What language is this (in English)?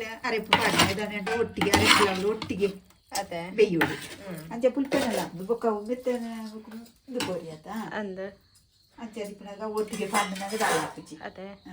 Tulu